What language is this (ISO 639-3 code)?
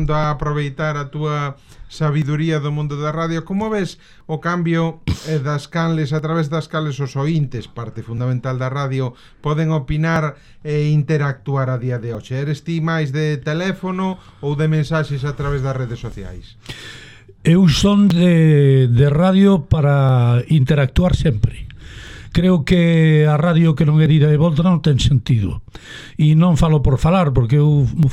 glg